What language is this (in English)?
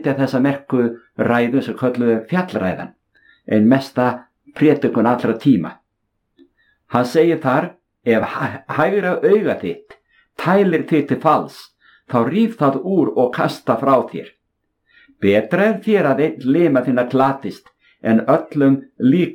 Icelandic